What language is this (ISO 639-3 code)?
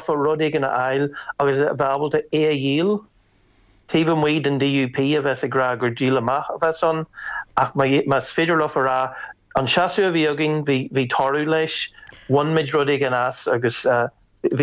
gle